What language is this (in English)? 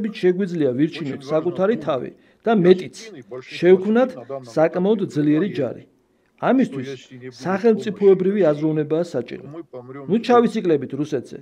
Georgian